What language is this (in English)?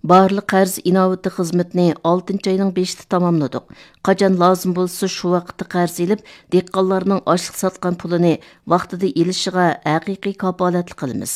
Uyghur